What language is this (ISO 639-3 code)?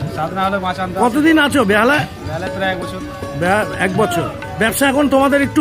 ben